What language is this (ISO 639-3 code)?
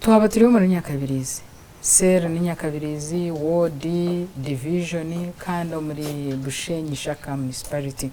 nyn